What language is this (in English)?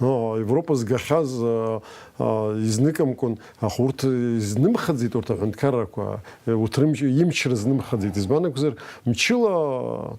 Abkhazian